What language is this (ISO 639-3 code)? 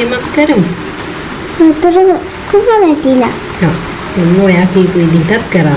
sin